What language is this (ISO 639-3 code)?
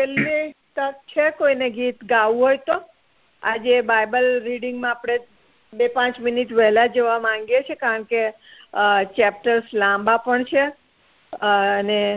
guj